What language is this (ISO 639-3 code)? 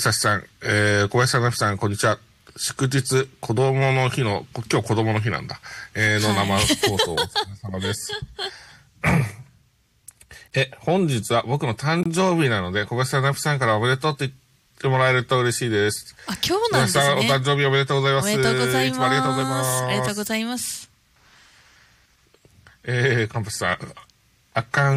jpn